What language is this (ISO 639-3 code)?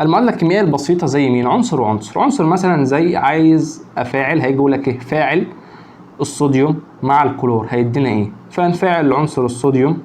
arz